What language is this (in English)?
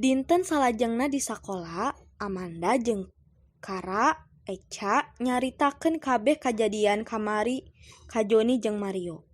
Sundanese